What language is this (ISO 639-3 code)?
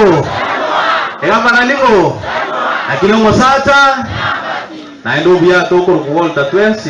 guz